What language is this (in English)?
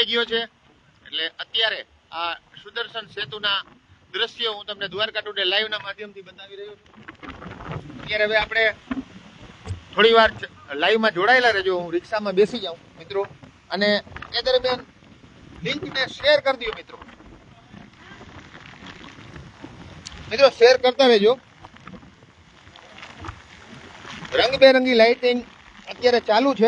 Gujarati